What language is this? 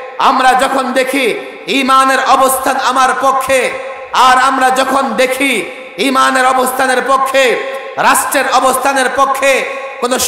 Bangla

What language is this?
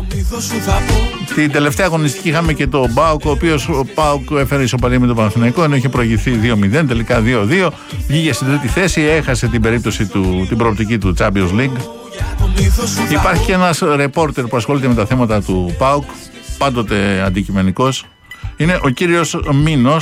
Greek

